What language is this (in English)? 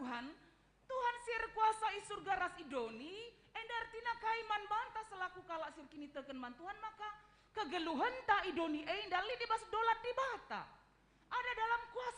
Batak Karo